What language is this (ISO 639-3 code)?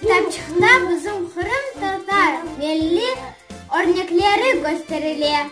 crh